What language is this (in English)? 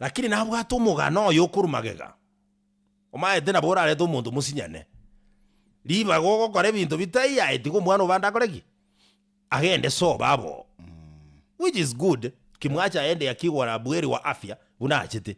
Gusii